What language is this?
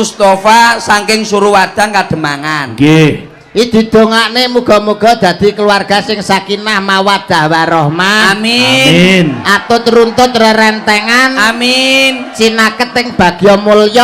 Javanese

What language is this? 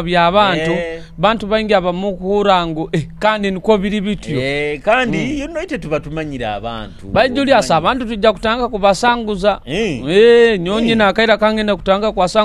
Nyoro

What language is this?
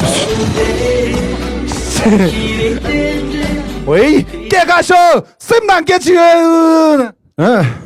Tibetan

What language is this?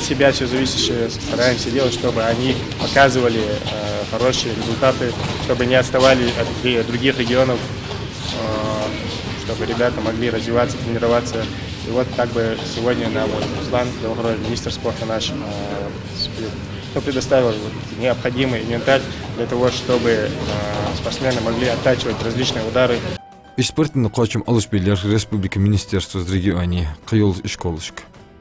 Ingush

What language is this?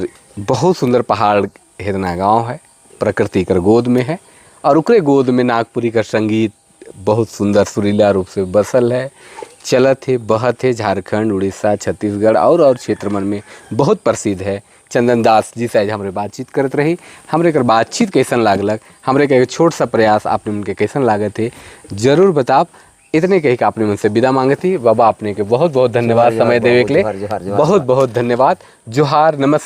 Sadri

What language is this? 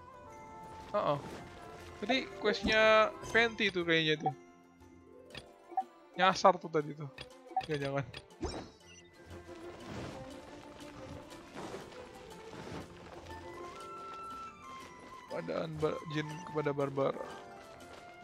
Indonesian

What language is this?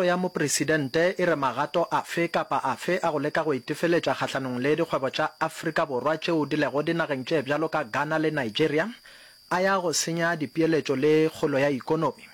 Northern Sotho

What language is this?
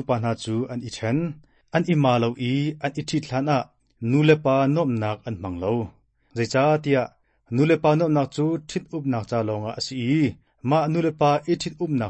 Hakha Chin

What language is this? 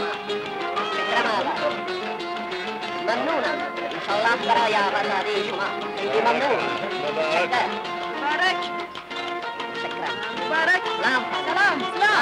Persian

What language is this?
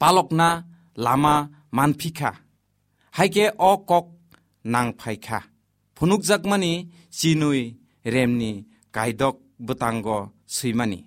Kok Borok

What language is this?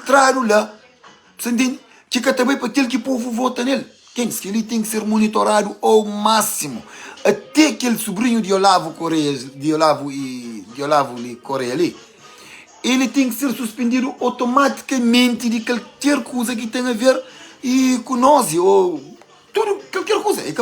Kabuverdianu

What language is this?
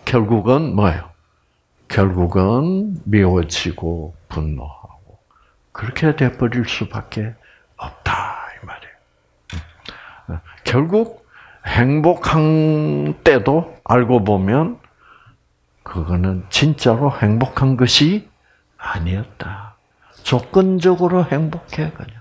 Korean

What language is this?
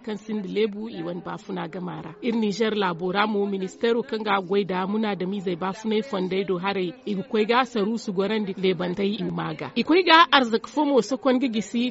Zarma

